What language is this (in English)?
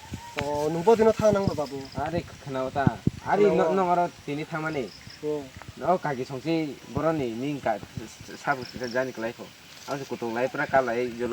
Kok Borok